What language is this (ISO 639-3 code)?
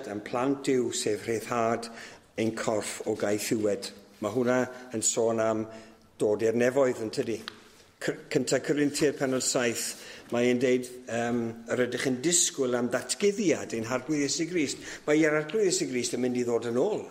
cym